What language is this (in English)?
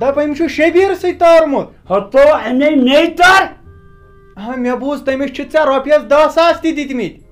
Kashmiri